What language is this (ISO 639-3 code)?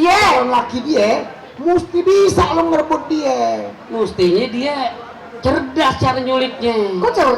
bew